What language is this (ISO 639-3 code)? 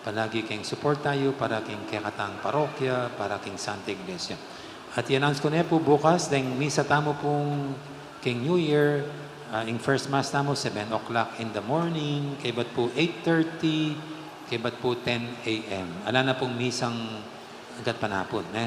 pam